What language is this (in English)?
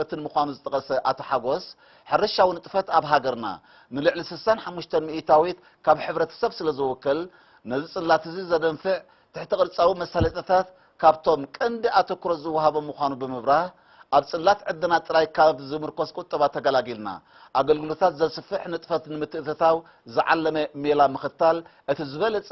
Tigrinya